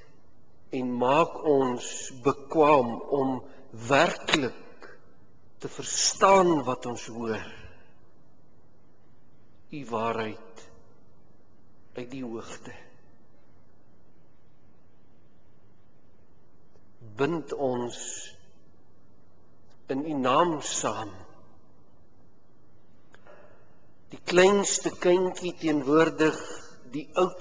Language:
Afrikaans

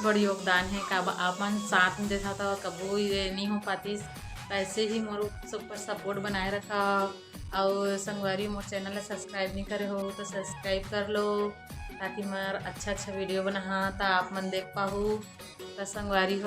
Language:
Chhattisgarhi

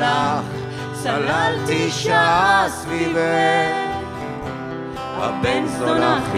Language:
Hebrew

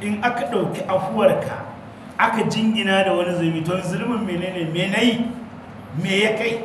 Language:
Hausa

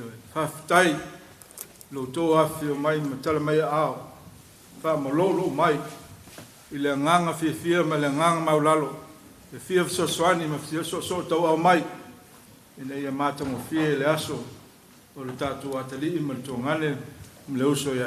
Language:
Samoan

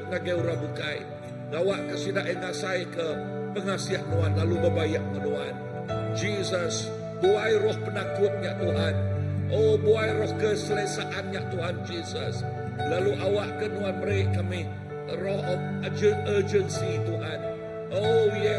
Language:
Iban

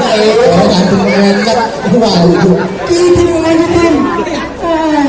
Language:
Betawi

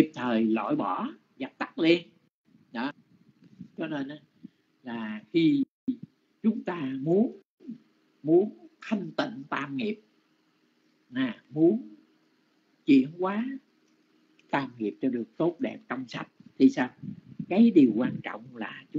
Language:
Vietnamese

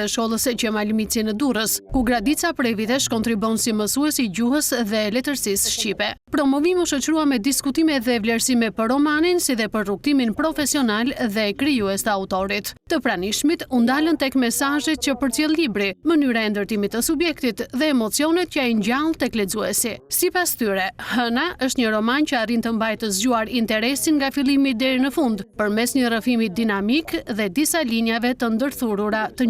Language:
Albanian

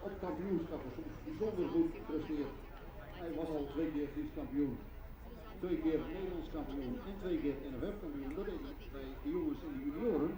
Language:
Western Frisian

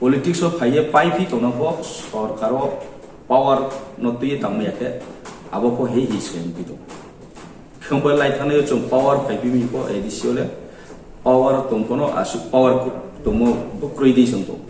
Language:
Riang (India)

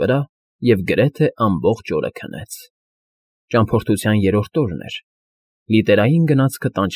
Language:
Armenian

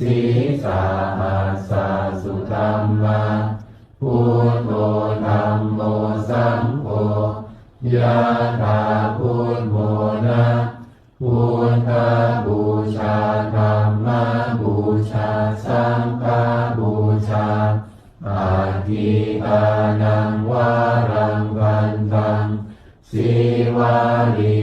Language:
Pali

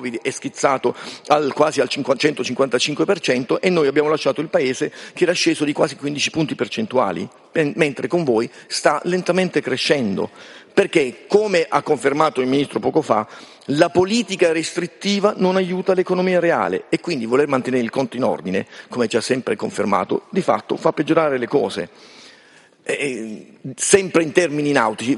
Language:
Italian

